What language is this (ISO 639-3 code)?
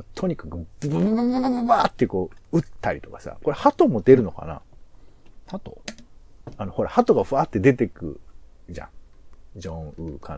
jpn